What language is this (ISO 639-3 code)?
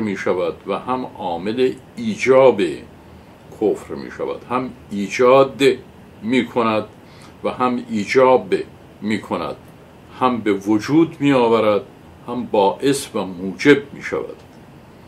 fas